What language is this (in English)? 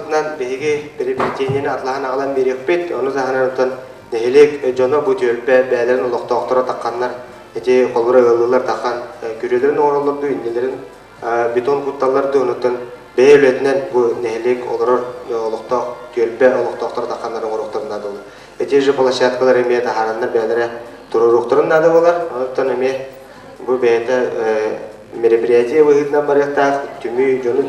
Yakut